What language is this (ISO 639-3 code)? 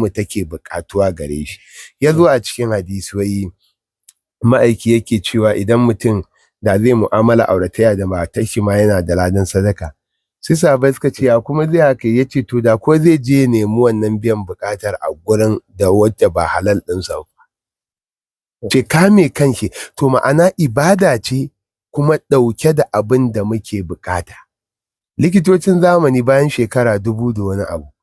hau